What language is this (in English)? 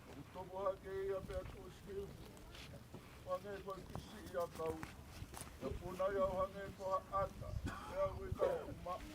Tongan